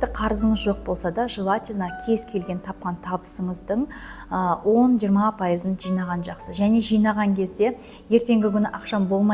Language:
Kazakh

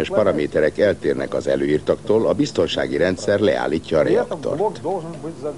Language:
Hungarian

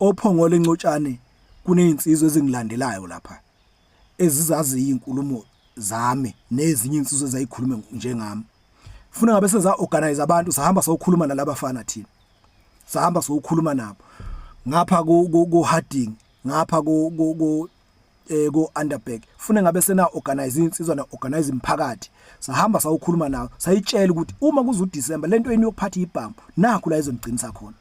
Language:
Zulu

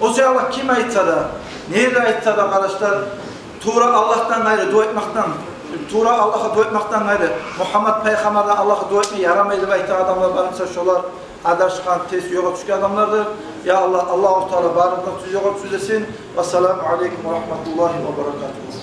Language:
Kumyk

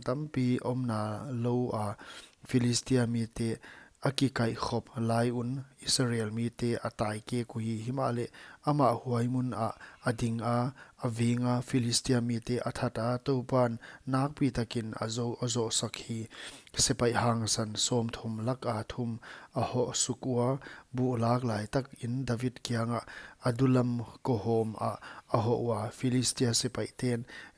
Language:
Paite Chin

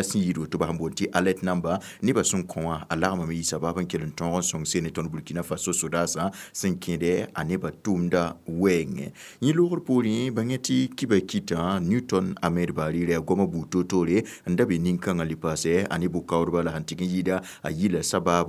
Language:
Mossi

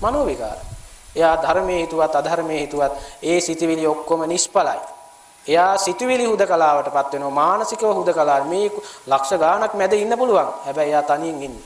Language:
Sinhala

